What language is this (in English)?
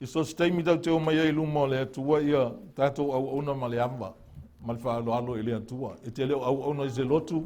Samoan